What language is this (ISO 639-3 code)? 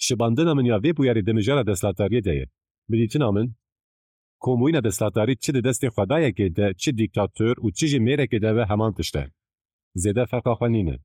kur